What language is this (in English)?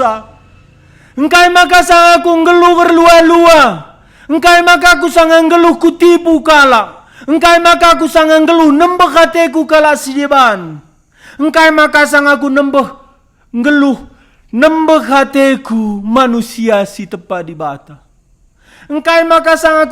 Batak Karo